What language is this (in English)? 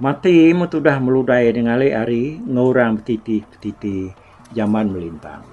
Iban